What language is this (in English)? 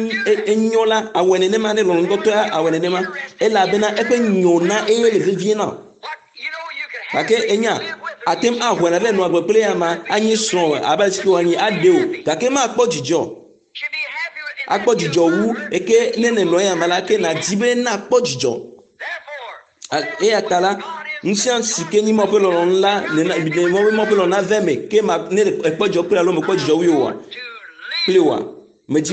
Ewe